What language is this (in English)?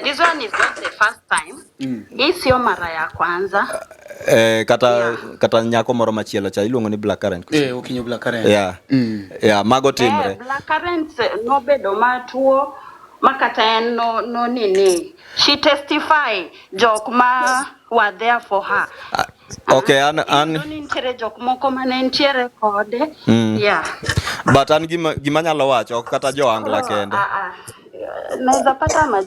Luo (Kenya and Tanzania)